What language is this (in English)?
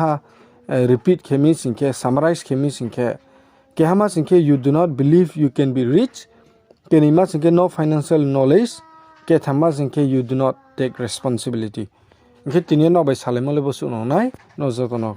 Riang (India)